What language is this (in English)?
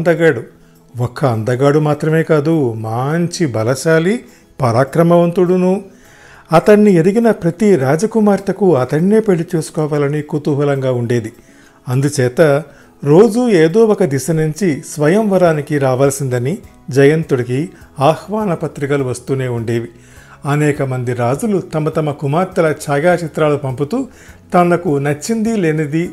Telugu